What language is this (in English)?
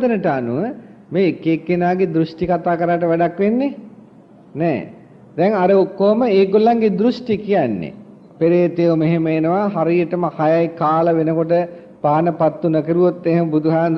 Sinhala